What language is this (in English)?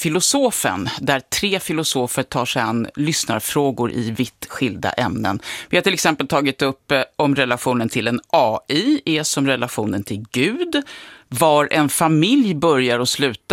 Swedish